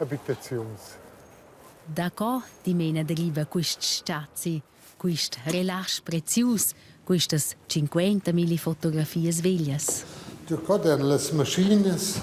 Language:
Romansh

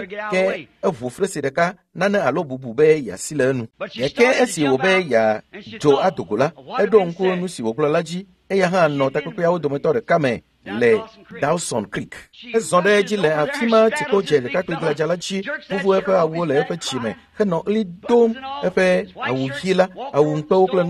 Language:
Ewe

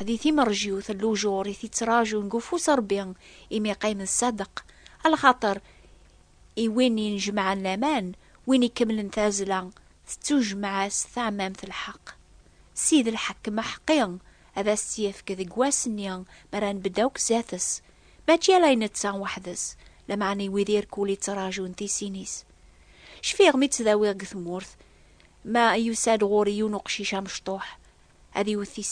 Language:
Kabyle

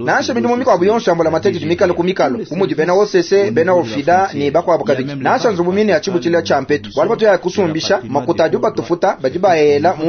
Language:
Luba-Lulua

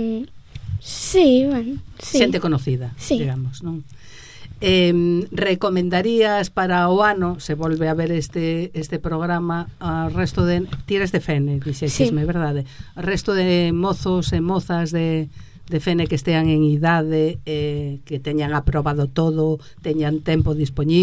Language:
Galician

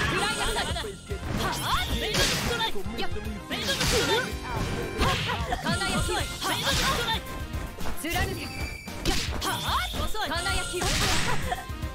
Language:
Japanese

